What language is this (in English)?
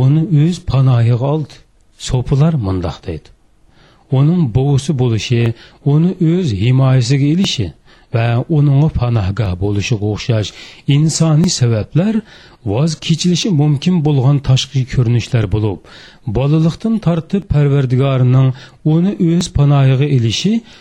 Uyghur